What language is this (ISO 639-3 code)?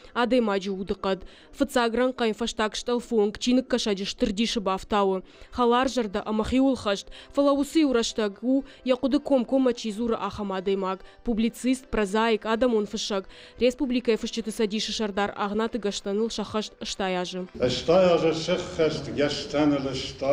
oss